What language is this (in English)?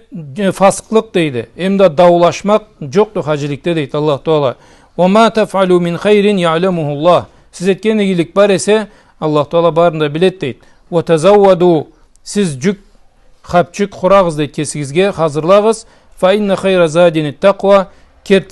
Karachay-Balkar